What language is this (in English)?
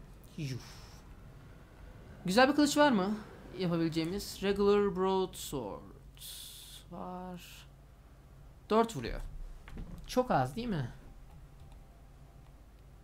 Turkish